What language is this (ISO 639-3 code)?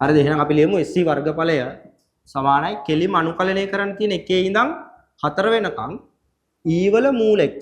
sin